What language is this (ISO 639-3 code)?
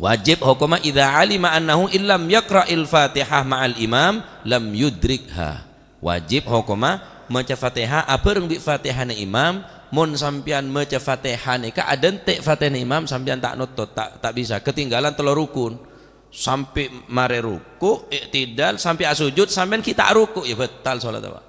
mad